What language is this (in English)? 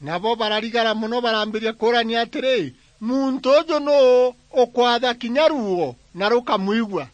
Meru